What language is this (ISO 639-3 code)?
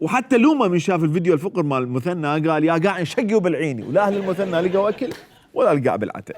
acm